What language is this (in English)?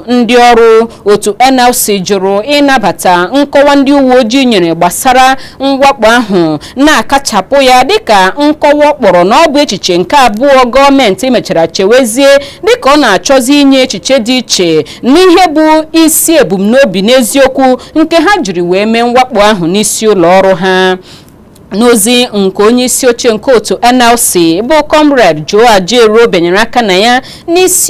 Igbo